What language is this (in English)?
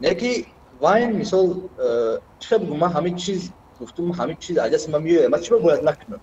Tajik